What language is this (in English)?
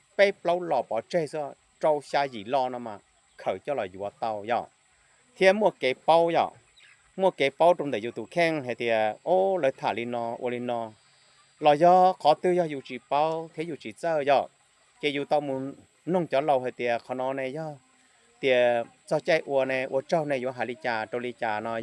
Hmong